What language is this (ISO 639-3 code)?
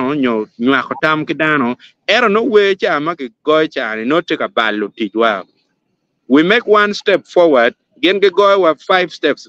ach